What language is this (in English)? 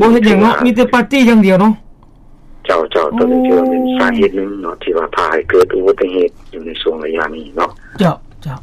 Lao